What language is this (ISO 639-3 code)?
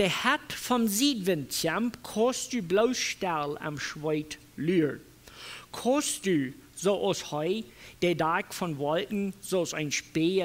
pdt